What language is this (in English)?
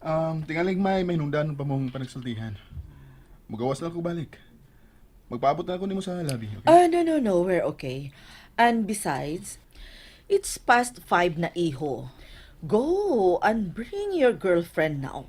Cebuano